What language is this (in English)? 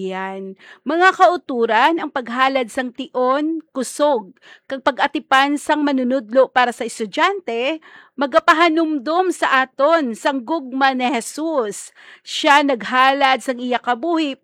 Hiligaynon